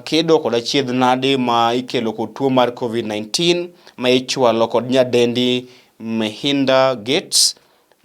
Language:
Luo (Kenya and Tanzania)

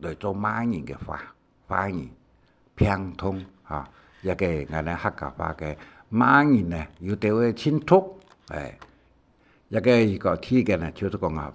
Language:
Hakka Chinese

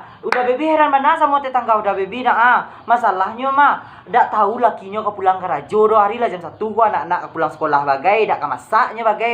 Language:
Minangkabau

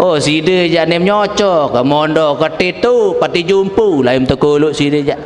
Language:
Sasak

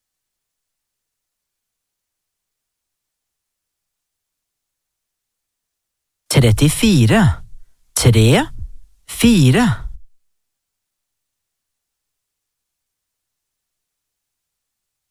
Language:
Norwegian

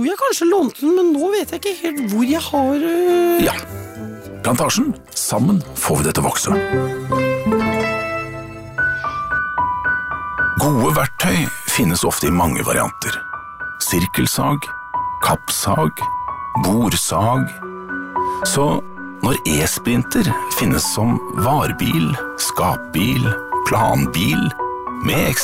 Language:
Norwegian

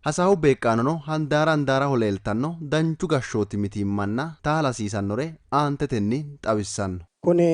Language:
Sidamo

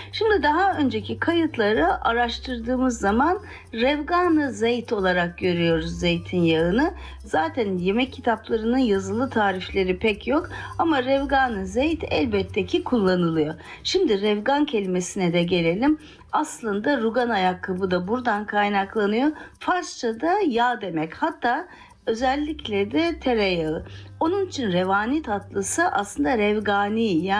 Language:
Turkish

